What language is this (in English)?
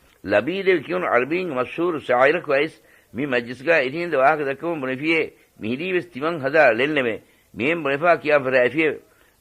Divehi